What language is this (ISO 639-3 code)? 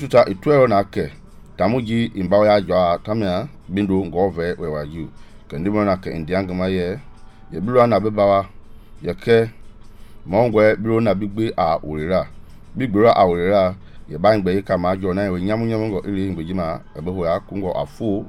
men